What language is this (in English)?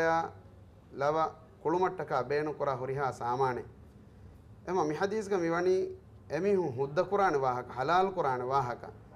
Divehi